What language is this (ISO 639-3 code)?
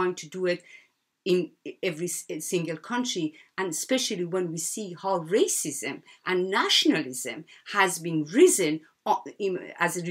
eng